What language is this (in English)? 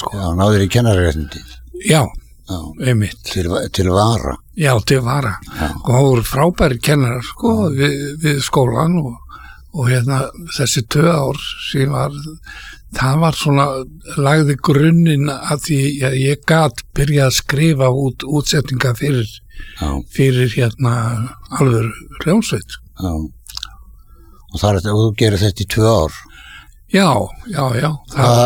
Icelandic